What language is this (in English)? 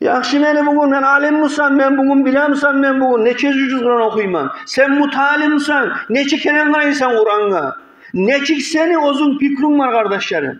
Kumyk